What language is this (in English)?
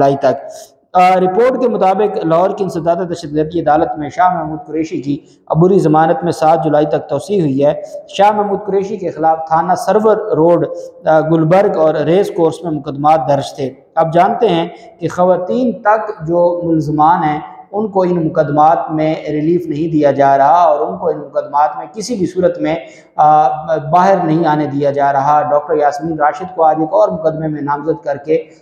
Urdu